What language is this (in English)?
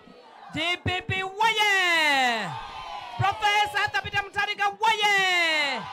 Nyanja